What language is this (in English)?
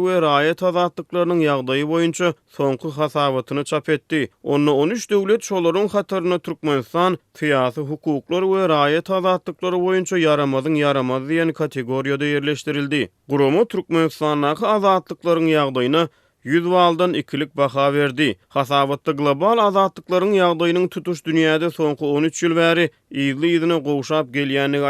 Turkmen